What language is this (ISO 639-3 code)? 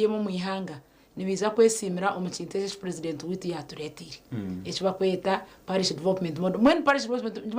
nyn